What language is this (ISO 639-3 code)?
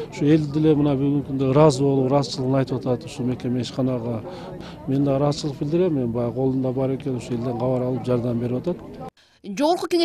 kir